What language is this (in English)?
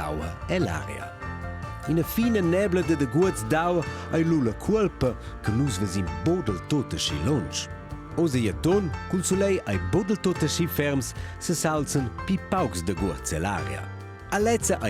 Romansh